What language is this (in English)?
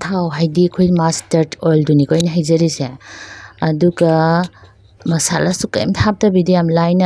Manipuri